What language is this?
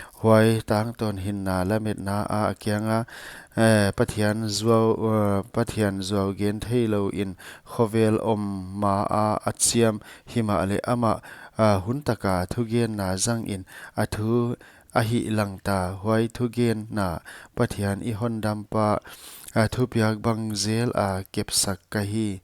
Paite Chin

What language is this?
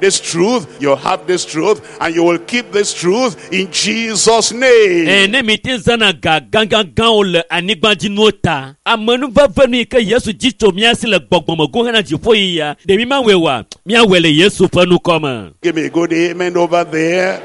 Ewe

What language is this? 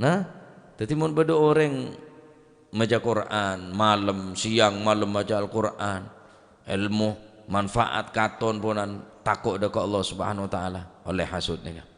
Madurese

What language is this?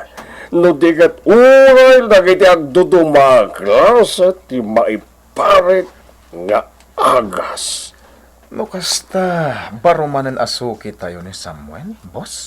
Iloko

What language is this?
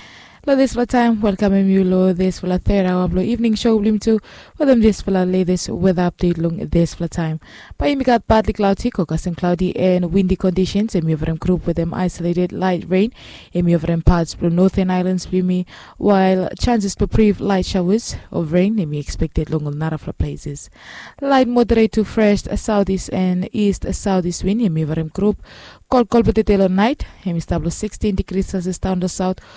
Bislama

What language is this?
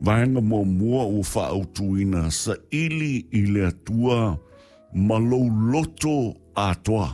Samoan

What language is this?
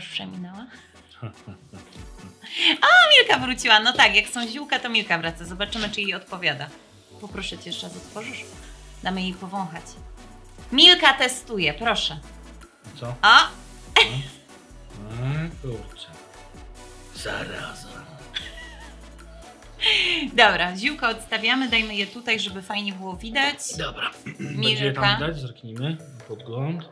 Polish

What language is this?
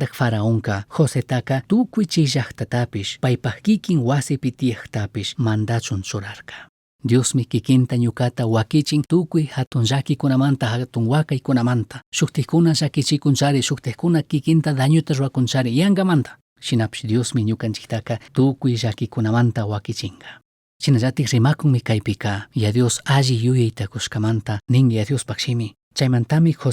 Chimborazo Highland Quichua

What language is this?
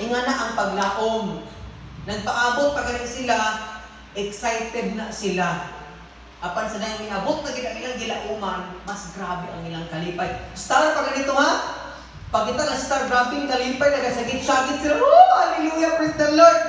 Cebuano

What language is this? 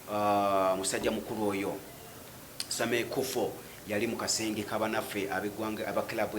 Ganda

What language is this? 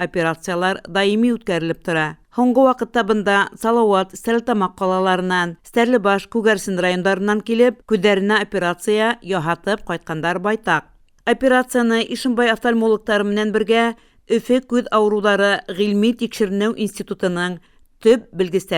Bashkir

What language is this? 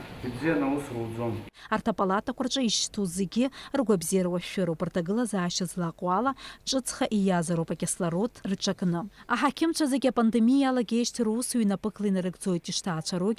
Abkhazian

